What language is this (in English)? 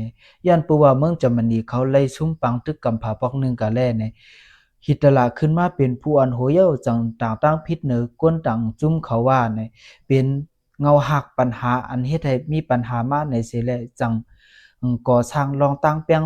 Lao